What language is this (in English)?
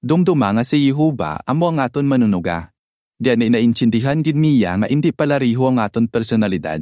Hiligaynon